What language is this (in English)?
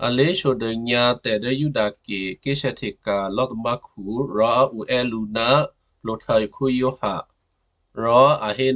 Western Kayah